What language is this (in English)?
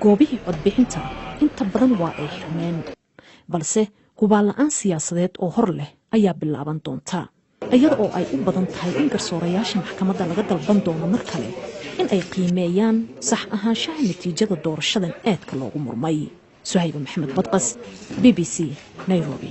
Somali